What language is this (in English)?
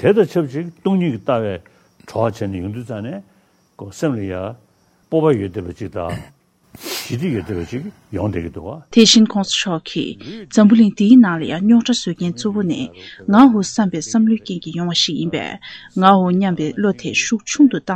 Tibetan